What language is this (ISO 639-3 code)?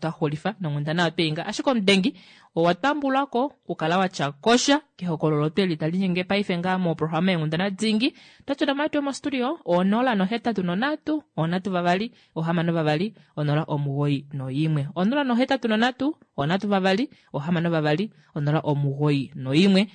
kua